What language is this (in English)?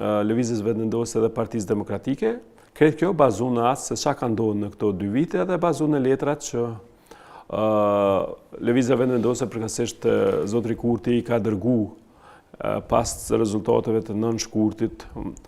Albanian